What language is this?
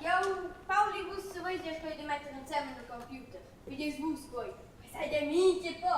Romansh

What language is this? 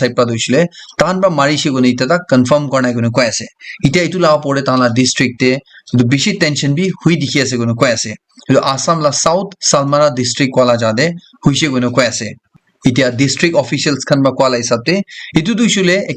Naga Pidgin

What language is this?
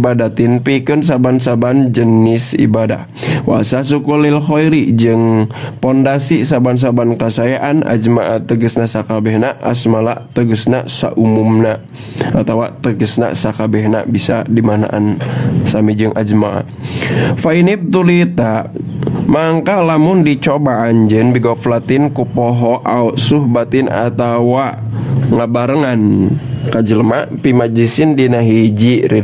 Sundanese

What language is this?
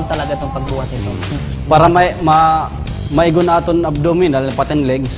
Waray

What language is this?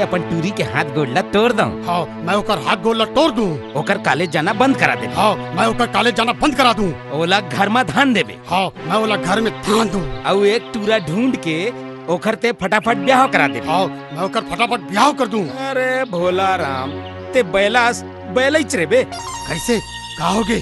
Chhattisgarhi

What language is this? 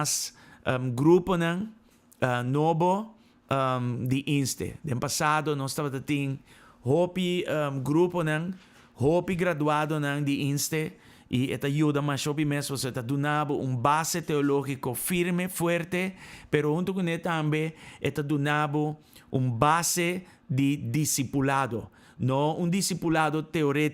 Papiamento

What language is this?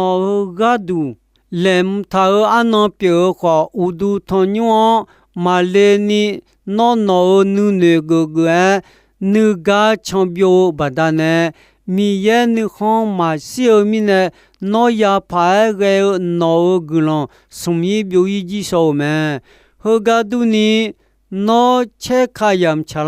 Akha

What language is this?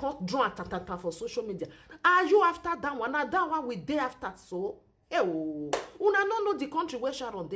Nigerian Pidgin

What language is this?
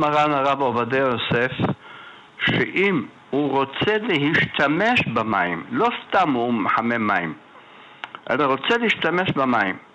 Hebrew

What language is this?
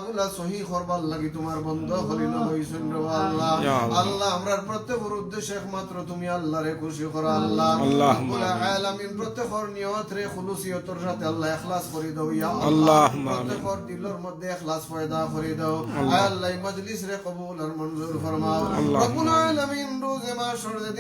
Sylheti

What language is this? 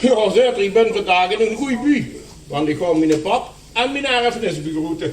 Limburgish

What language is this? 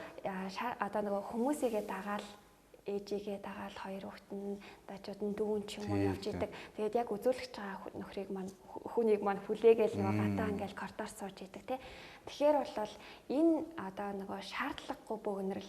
Mongolian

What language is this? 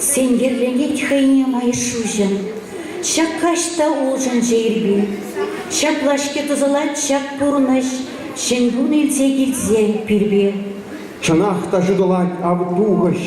Chuvash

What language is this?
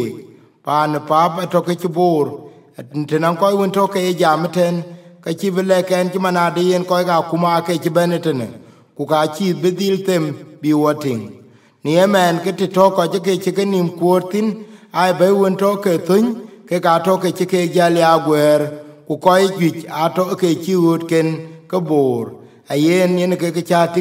Dinka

